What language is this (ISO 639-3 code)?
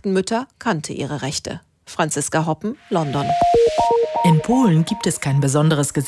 deu